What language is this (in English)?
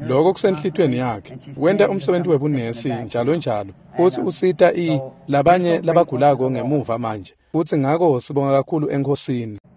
Swati